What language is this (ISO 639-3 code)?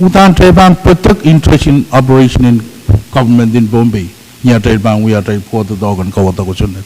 pon